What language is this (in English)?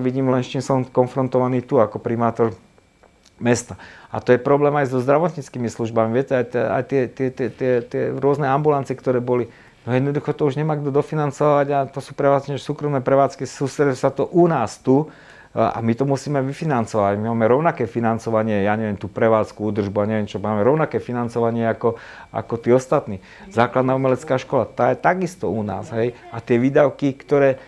Slovak